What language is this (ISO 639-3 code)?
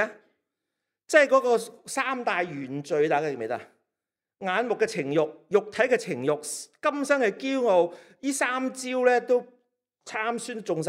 yue